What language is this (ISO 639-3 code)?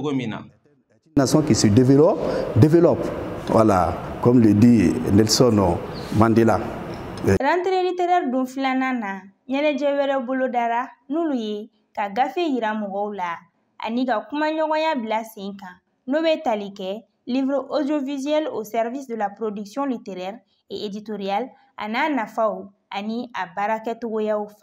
bam